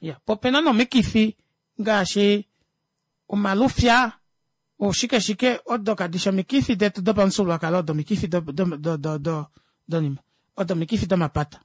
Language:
Kuanyama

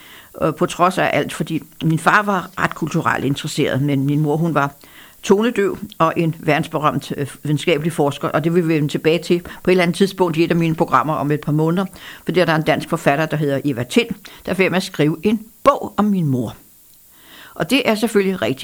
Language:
Danish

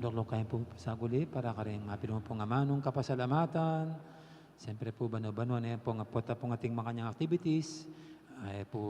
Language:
Pampanga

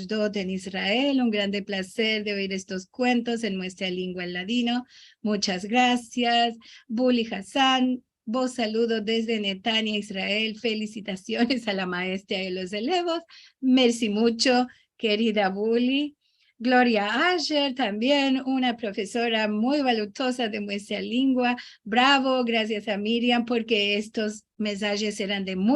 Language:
Ladino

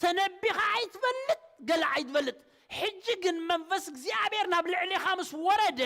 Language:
Tigrinya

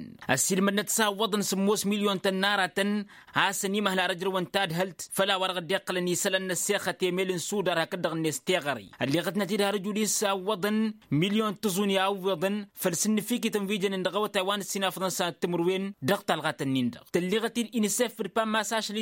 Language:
Tamasheq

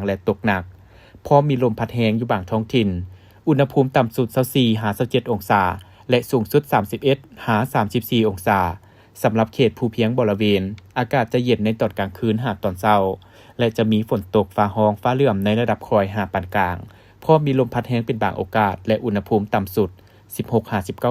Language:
Lao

